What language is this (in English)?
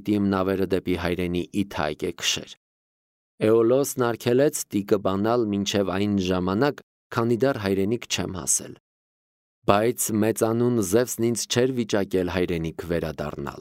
Armenian